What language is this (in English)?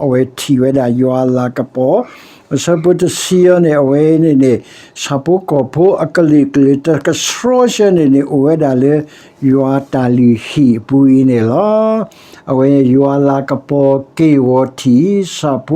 S'gaw Karen